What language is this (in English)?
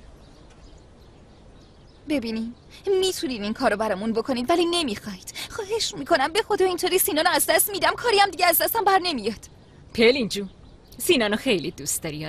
Persian